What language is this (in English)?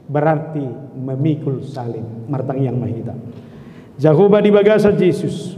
Batak Toba